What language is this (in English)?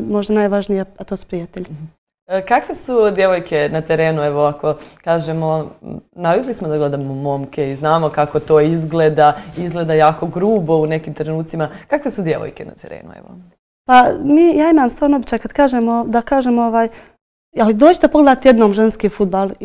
Bosnian